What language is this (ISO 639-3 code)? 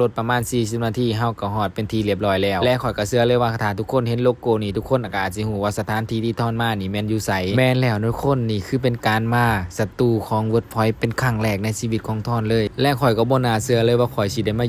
lao